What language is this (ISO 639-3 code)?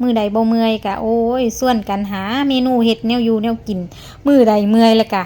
tts